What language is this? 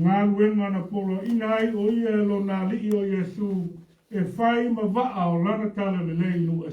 Samoan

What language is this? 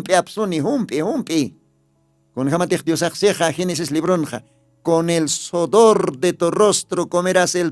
Aymara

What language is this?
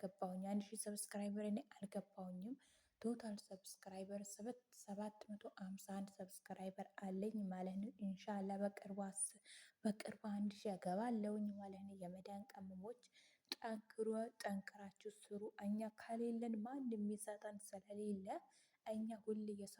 Amharic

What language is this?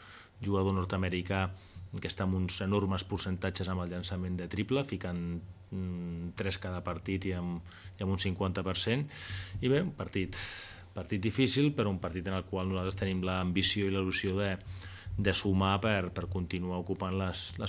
Catalan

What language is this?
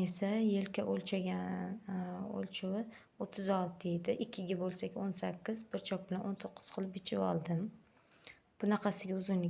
Uzbek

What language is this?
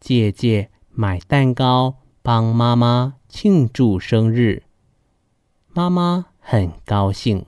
Hakka Chinese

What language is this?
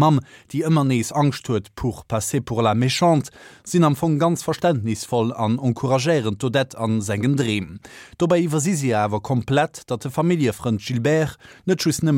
Luxembourgish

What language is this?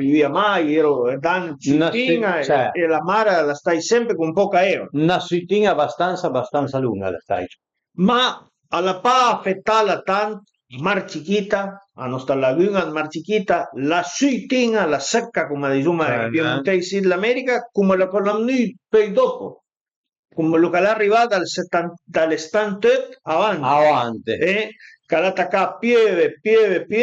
Piedmontese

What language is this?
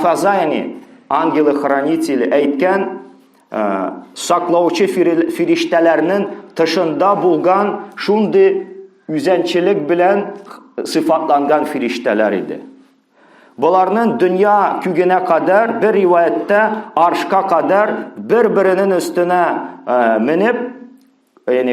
Tatar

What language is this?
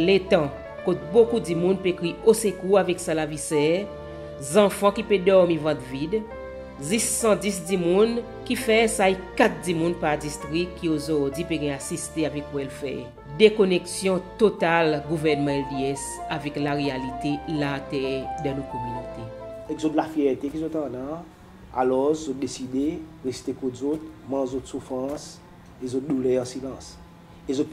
Seselwa Creole French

